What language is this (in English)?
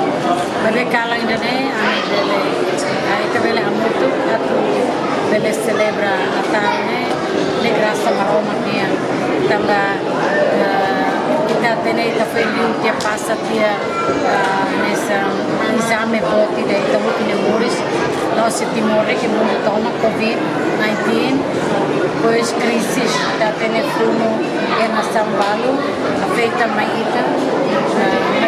Tetum